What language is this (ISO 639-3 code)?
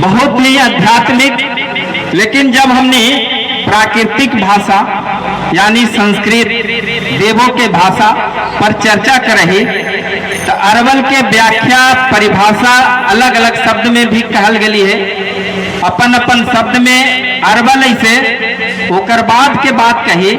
mag